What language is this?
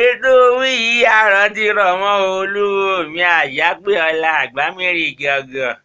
Yoruba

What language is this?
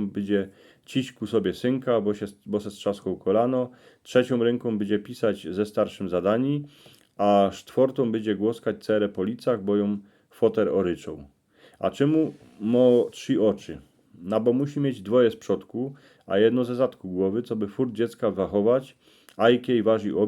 Silesian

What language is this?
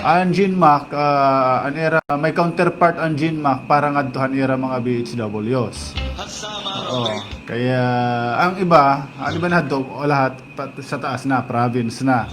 Waray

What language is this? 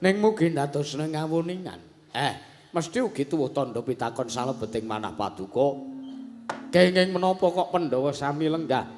Javanese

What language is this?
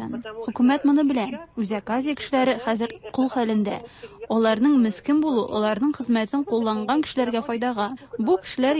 Tatar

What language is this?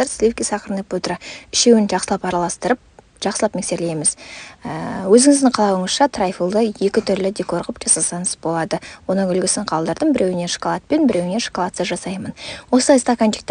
Kazakh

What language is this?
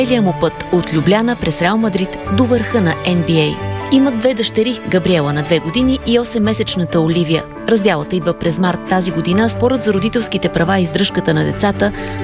Bulgarian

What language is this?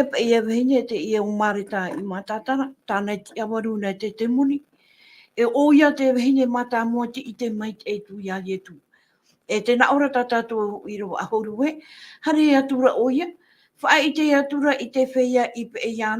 Tahitian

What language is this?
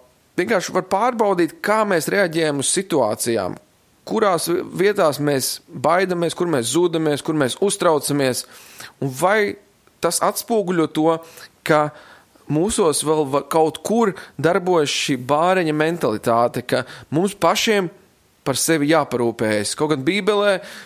Latvian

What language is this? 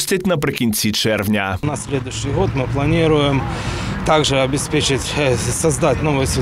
Ukrainian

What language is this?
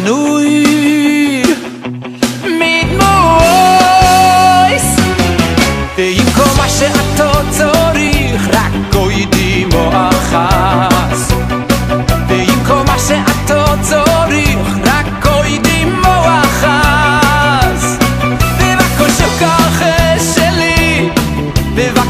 Hebrew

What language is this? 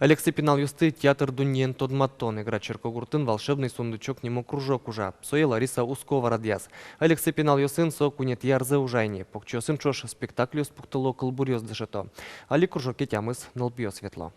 Udmurt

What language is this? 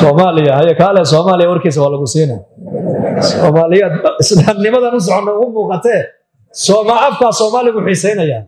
Somali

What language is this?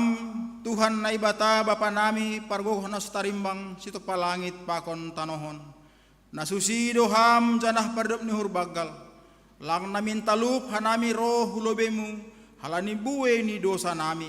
Batak Simalungun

